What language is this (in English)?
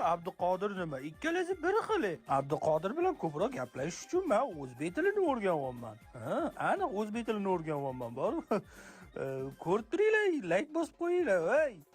Uzbek